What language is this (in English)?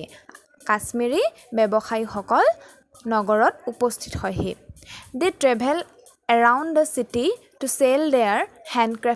Assamese